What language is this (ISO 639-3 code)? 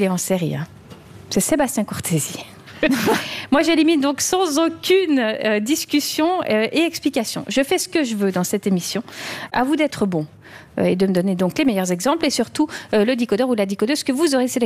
fra